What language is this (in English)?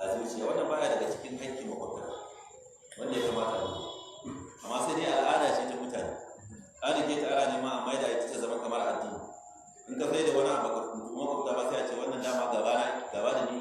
Hausa